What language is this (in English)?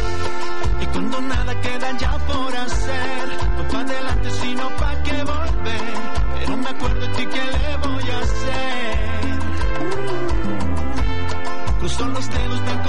Spanish